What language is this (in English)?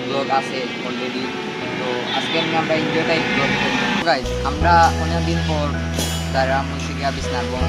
Sylheti